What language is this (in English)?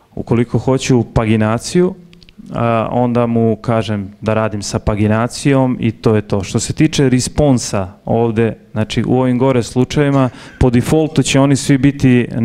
Serbian